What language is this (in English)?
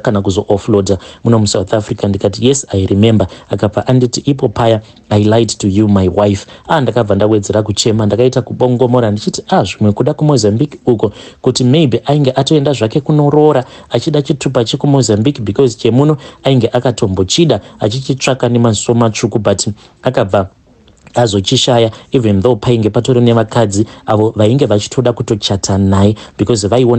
Shona